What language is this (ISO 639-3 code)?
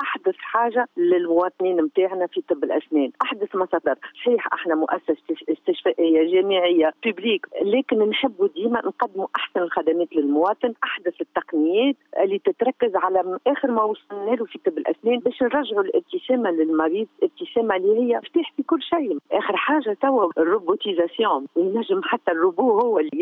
aeb